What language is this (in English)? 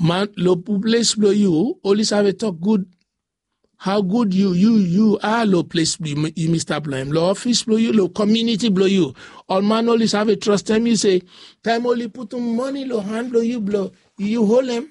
Bislama